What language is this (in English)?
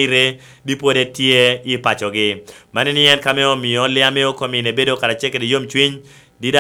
Lango (Uganda)